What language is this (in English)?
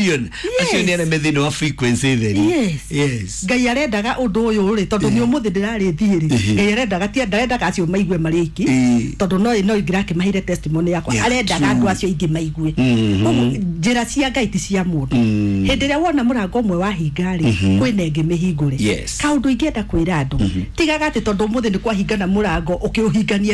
Kikuyu